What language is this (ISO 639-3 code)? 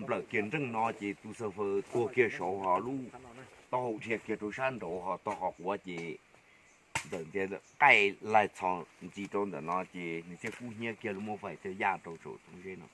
hmn